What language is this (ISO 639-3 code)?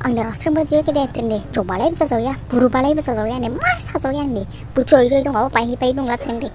dis